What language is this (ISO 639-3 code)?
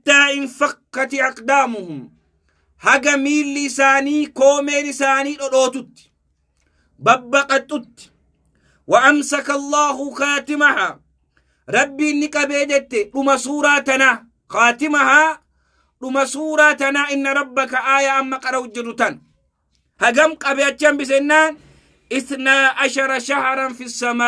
orm